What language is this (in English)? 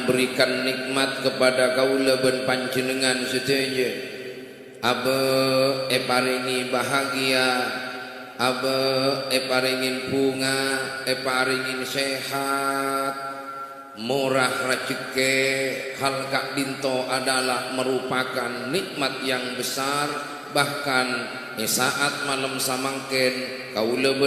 Madurese